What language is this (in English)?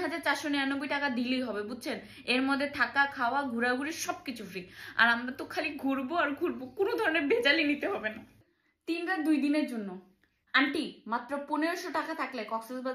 Bangla